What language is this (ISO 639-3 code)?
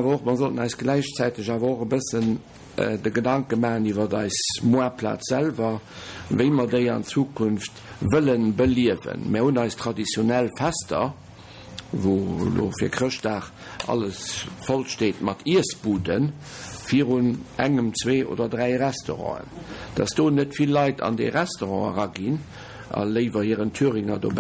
ltz